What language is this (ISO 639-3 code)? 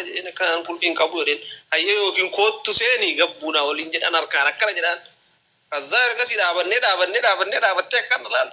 orm